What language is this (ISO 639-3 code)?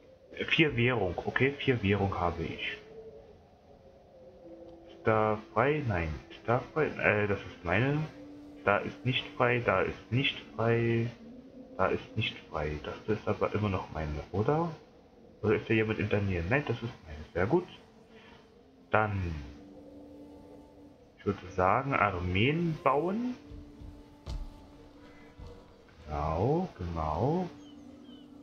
deu